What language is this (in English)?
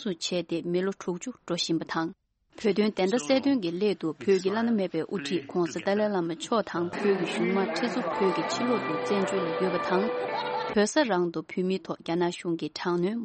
Tibetan